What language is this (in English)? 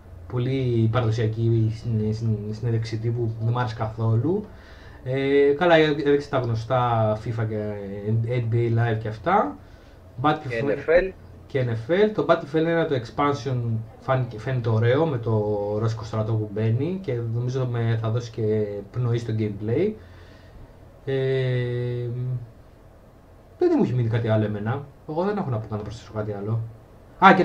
Greek